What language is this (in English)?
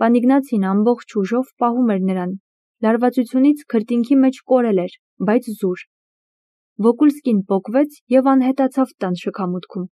Armenian